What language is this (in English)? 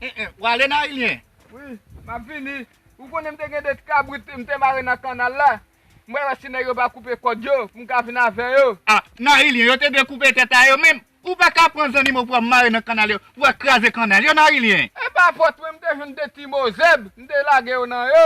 Haitian Creole